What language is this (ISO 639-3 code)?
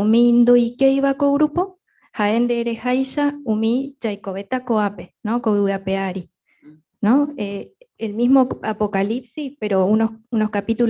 grn